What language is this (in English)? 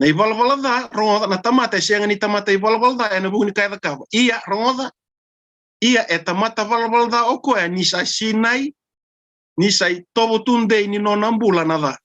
Fijian